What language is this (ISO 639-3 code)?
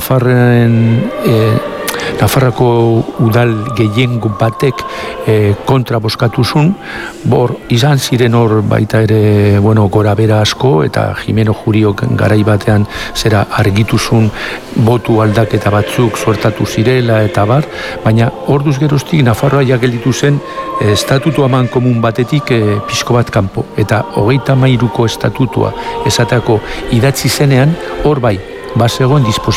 eus